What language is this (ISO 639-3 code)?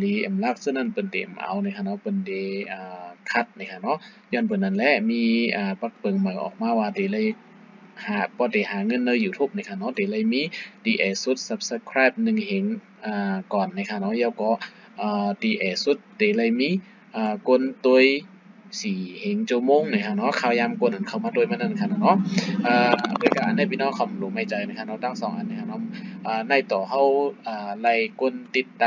shn